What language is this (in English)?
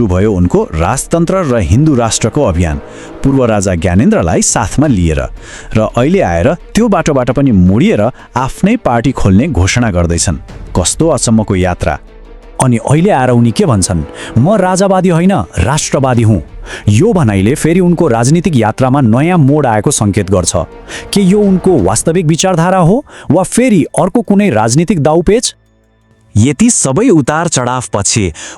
Nepali